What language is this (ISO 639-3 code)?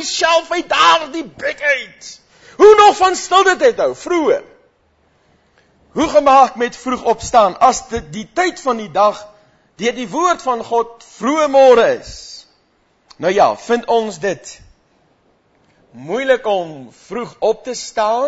afr